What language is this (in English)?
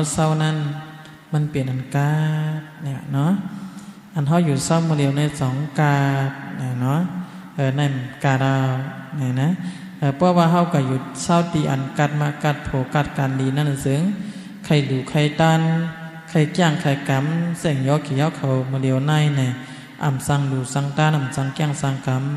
Shan